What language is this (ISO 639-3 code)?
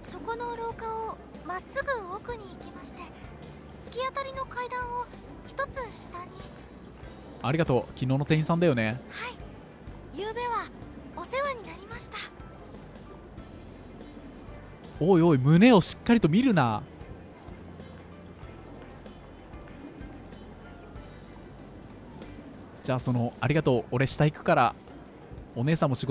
jpn